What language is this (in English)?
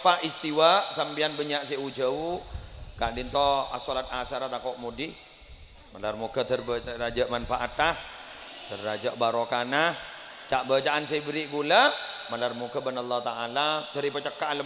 Madurese